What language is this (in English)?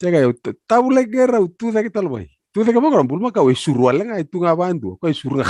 Fijian